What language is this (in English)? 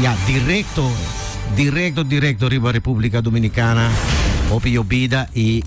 Papiamento